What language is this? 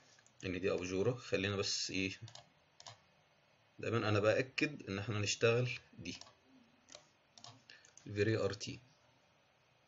Egyptian Arabic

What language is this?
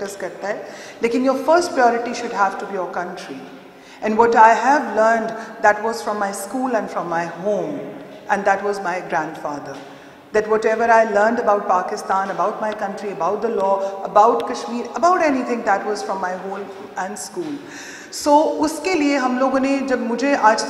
Urdu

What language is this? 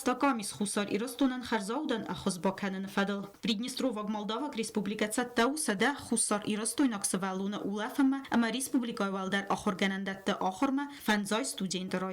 Ossetic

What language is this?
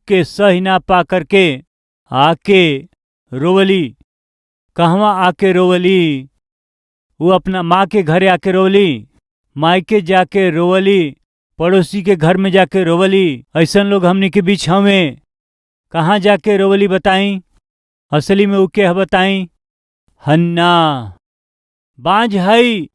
Bhojpuri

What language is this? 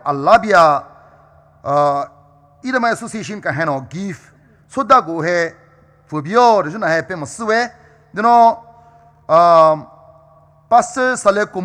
Poumei Naga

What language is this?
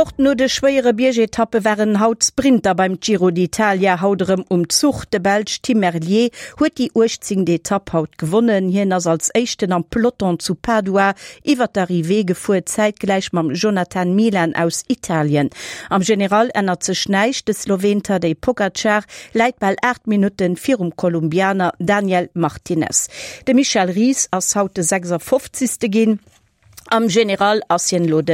Luxembourgish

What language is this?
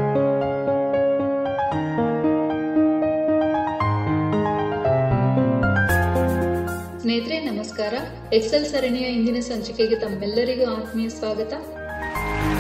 Kannada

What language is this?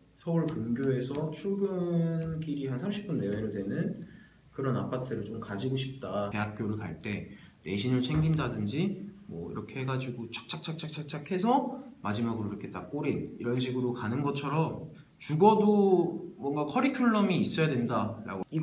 Korean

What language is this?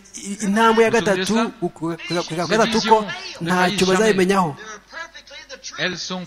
Kinyarwanda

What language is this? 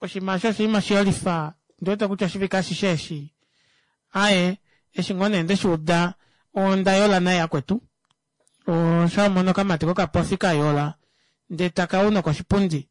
Kuanyama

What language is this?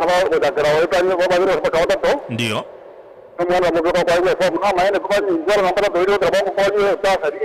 Gusii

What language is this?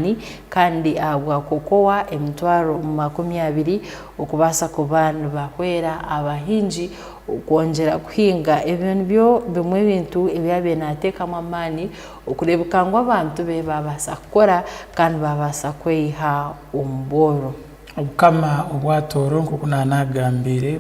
Tooro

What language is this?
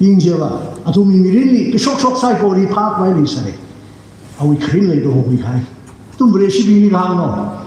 Tangkhul Naga (India)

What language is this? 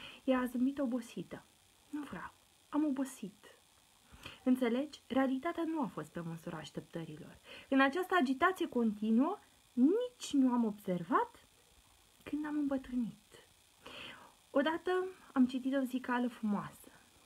Romanian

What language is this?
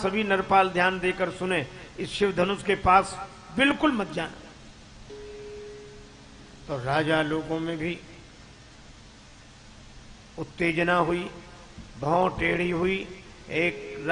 Hindi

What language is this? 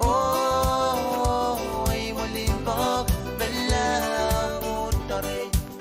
Pohnpeian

